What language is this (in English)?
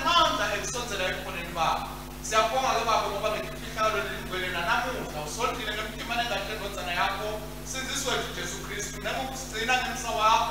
Swati